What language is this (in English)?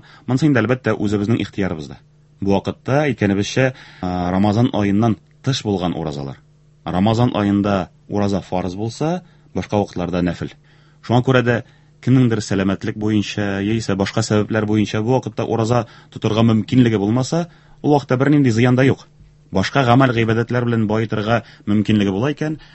Tatar